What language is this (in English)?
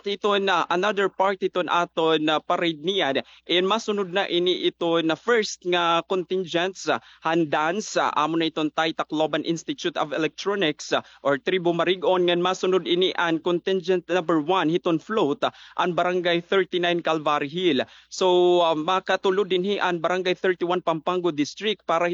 Waray